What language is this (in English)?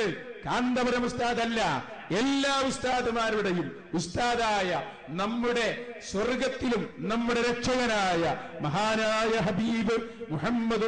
Malayalam